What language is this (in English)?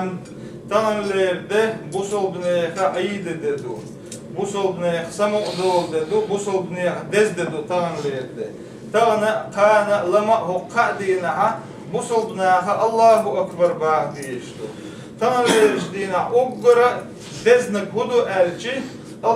Chechen